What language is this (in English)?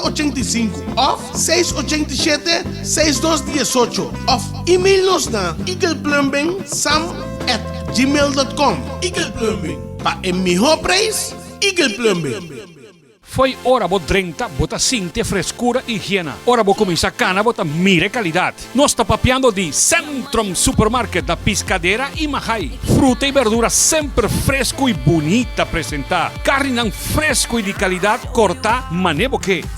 Papiamento